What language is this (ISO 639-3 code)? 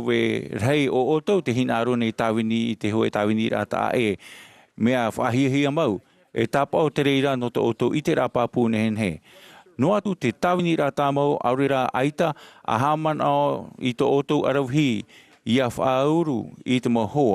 tah